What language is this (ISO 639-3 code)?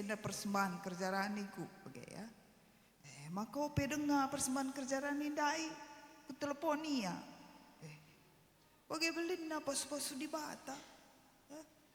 btx